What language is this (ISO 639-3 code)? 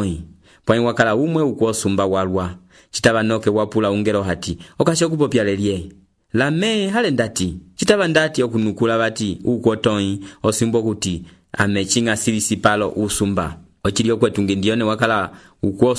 umb